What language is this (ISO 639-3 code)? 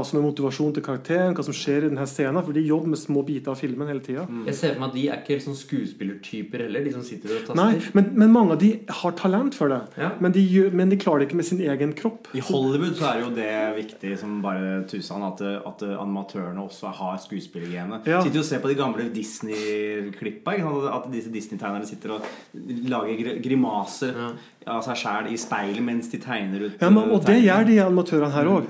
nor